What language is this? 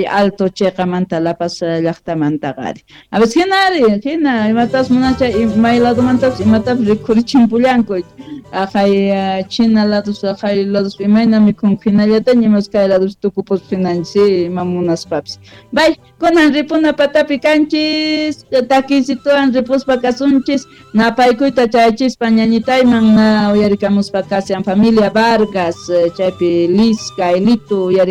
South Bolivian Quechua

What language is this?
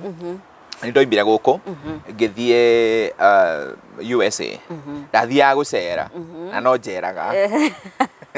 Kikuyu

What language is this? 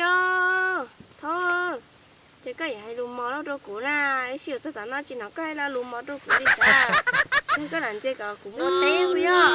Hmong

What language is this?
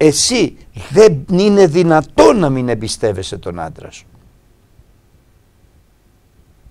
Greek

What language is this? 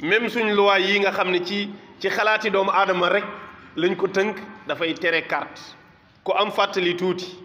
Wolof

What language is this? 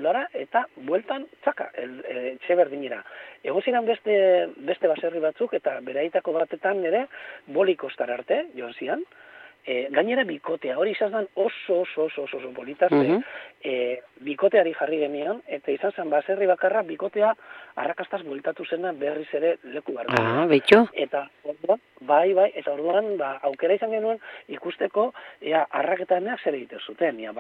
Basque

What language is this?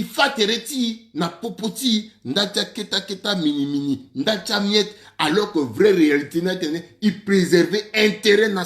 Sango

